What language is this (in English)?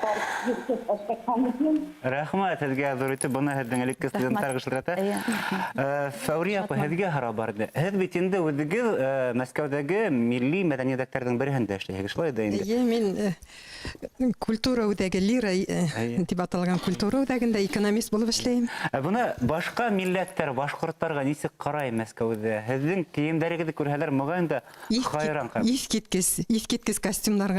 Bashkir